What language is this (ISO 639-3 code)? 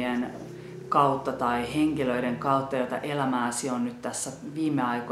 fin